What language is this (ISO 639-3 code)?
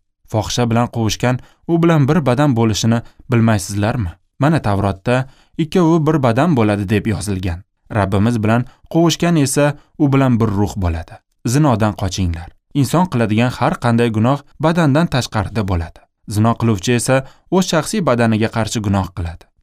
uzb